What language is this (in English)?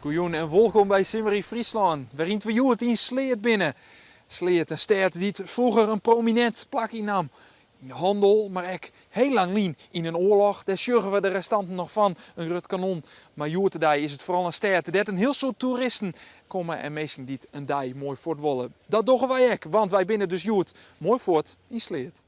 Western Frisian